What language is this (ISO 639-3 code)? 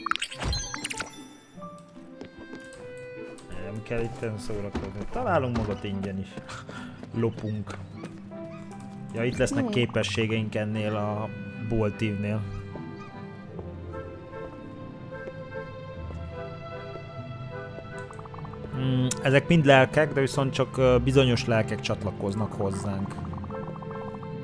hun